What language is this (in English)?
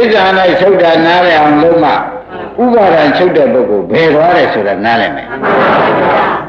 Burmese